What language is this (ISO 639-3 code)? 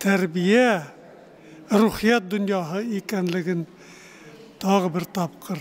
bak